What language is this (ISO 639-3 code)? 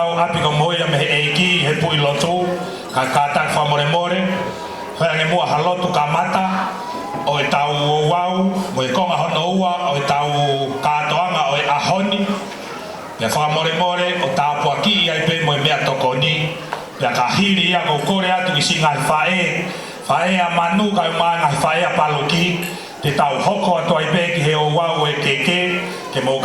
ton